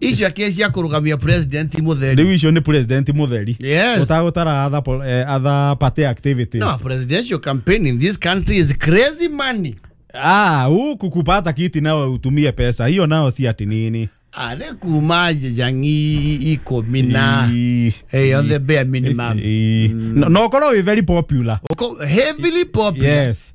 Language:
Kikuyu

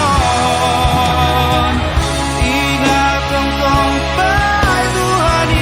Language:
Batak Simalungun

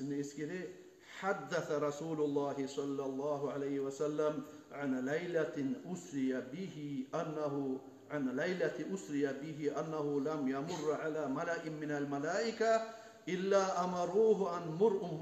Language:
Kumyk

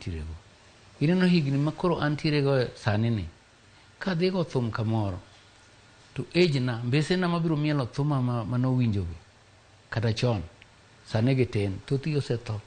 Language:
Luo (Kenya and Tanzania)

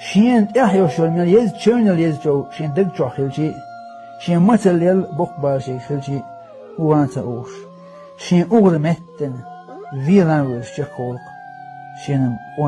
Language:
Chechen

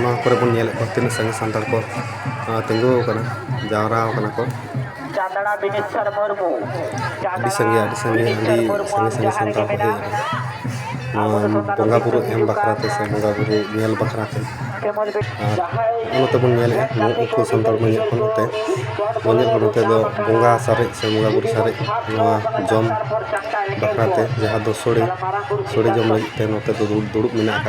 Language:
Santali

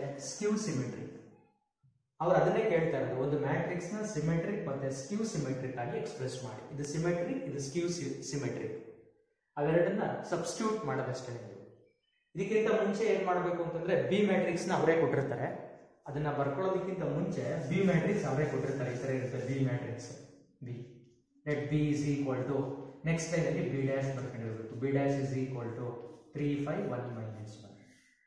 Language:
Kannada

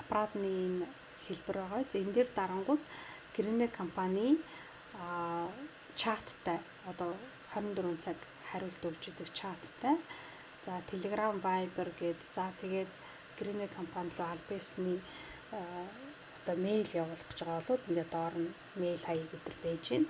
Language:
Mongolian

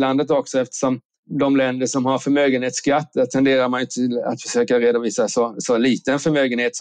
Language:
Swedish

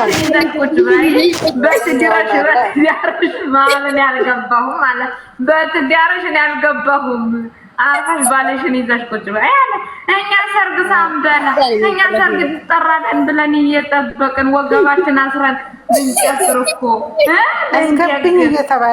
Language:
Amharic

